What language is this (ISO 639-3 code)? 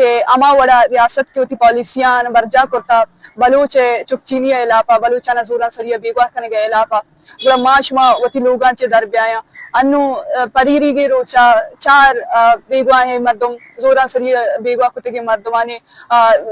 bal